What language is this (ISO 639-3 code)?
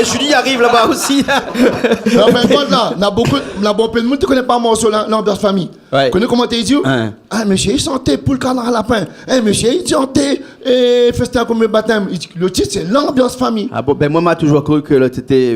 rcf